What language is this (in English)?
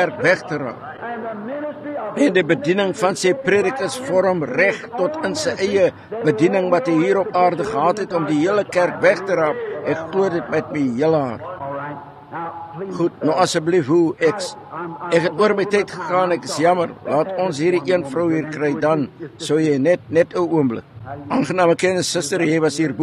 Afrikaans